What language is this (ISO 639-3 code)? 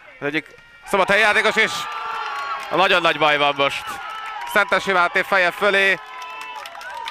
hun